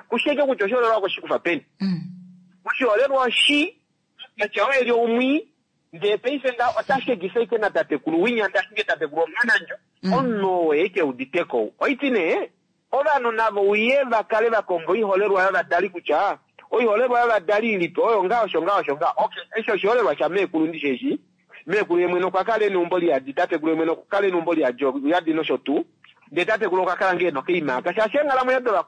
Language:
Kuanyama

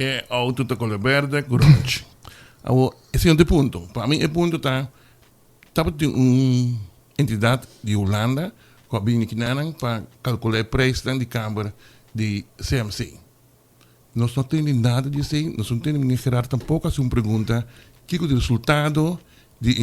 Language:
Papiamento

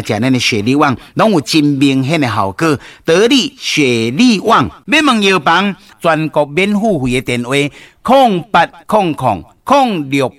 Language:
Min Nan Chinese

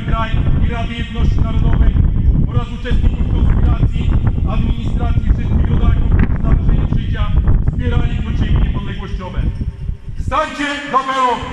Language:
Polish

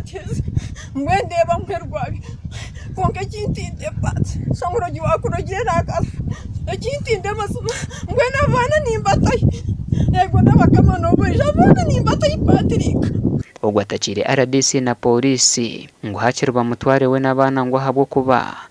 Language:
Nyankole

